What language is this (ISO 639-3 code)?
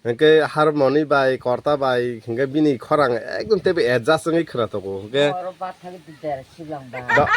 trp